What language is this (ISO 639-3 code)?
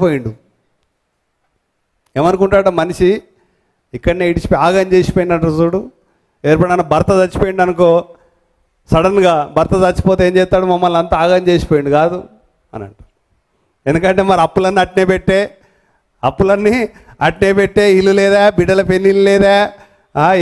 tel